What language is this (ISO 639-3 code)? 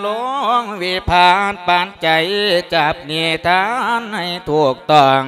lao